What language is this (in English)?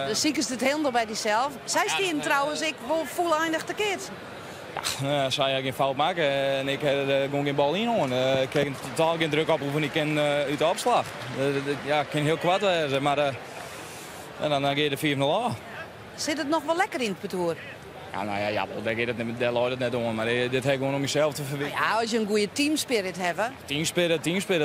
Western Frisian